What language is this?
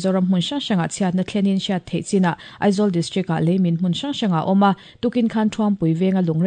Mizo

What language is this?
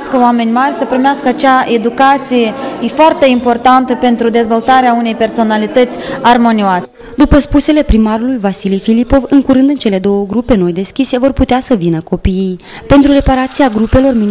Romanian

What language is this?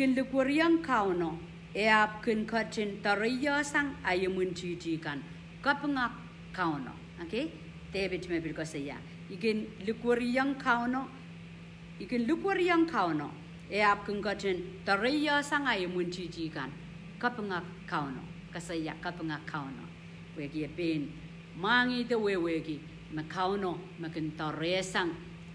Pohnpeian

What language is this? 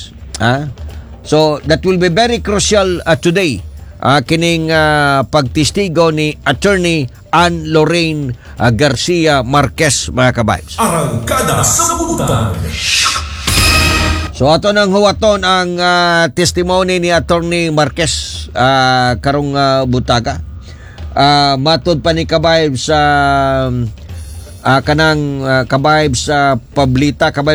Cebuano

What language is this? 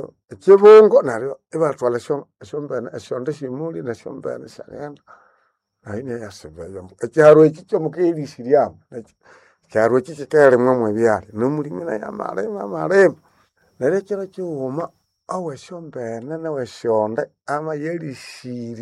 Nande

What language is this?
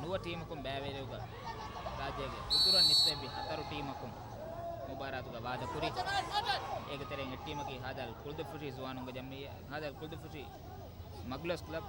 Divehi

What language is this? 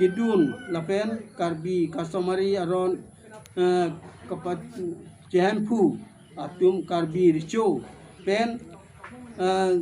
Karbi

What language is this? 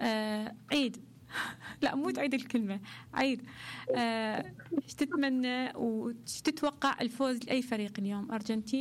Mesopotamian Arabic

